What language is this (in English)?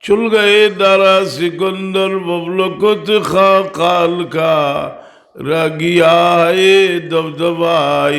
Sylheti